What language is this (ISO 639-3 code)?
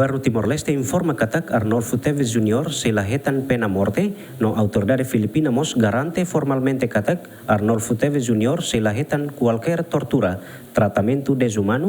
tet